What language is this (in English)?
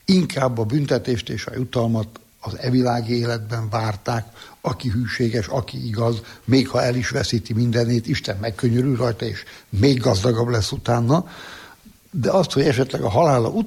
Hungarian